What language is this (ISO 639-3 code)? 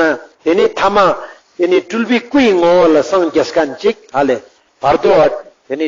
lbj